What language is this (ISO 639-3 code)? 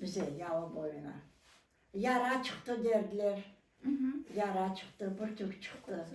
crh